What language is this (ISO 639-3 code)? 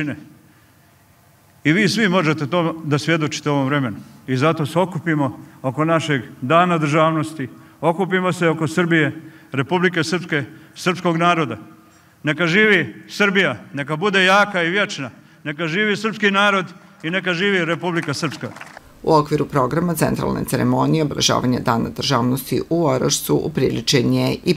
srp